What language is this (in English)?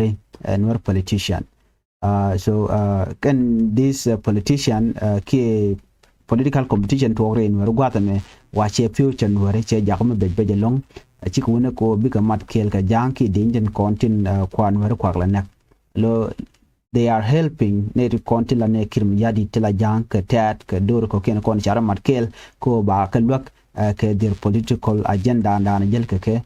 Nuer